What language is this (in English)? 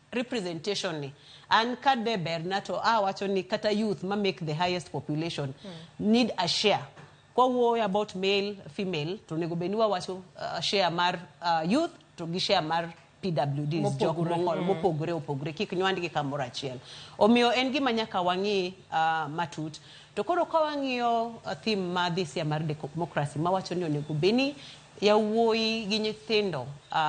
Luo (Kenya and Tanzania)